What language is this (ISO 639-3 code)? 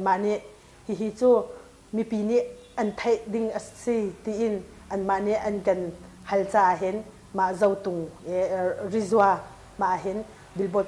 cnh